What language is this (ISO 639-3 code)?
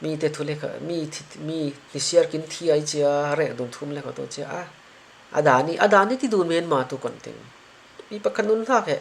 cfm